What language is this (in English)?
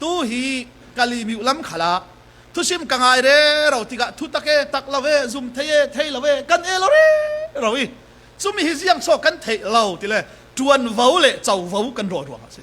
Falam Chin